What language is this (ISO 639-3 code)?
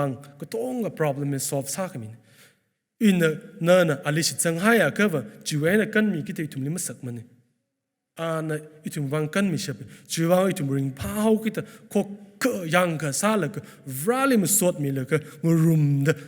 nmf